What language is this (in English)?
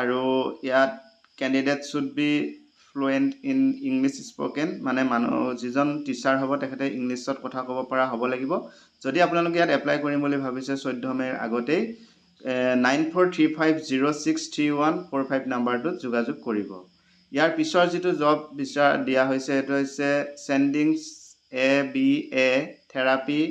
Assamese